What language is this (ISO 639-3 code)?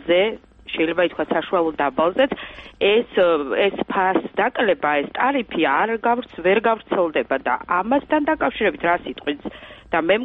kat